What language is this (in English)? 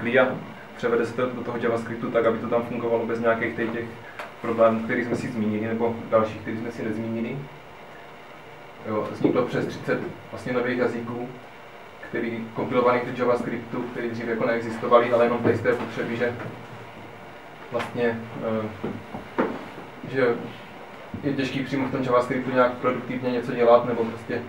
Czech